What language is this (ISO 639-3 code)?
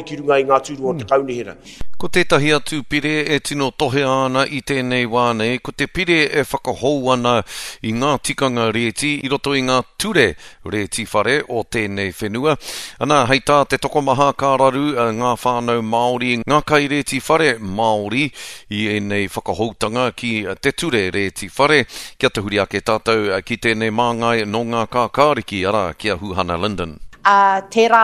mri